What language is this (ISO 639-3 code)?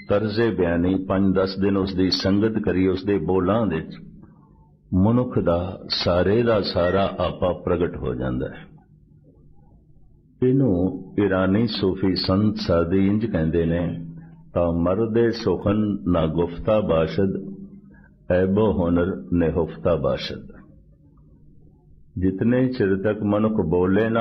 pan